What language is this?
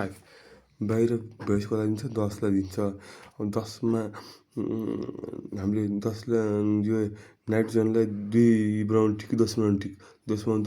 Nepali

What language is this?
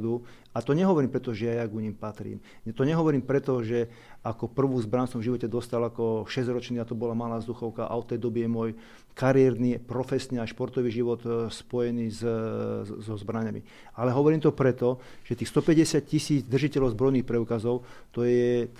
Slovak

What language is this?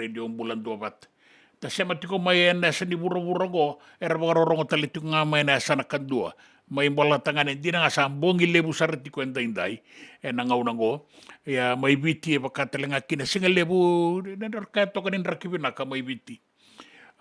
Fijian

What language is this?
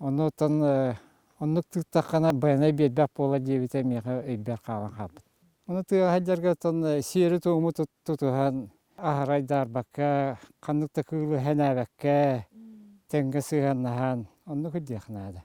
Yakut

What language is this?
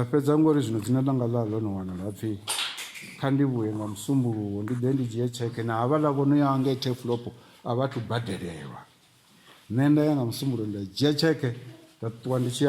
Venda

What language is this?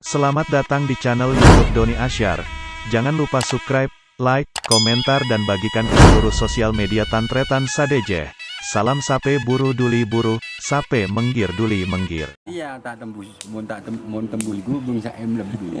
Madurese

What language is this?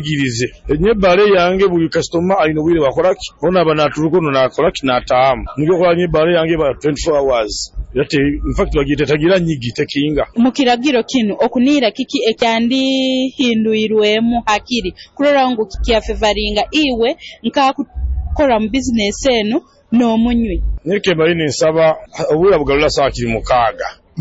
Nyoro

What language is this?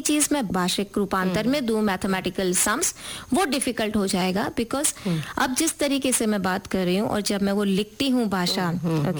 Hindi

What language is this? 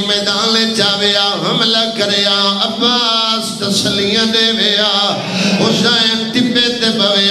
Saraiki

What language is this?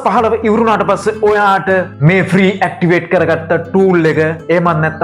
Sinhala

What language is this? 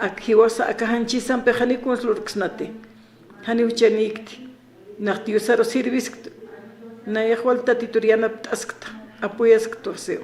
Aymara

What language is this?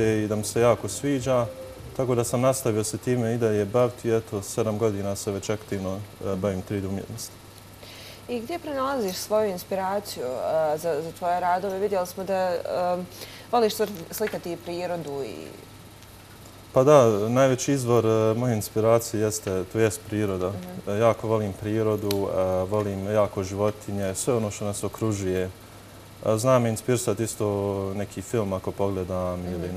Bosnian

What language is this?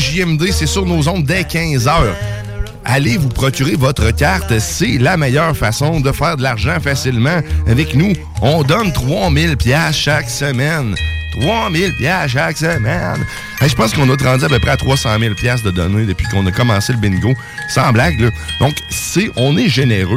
French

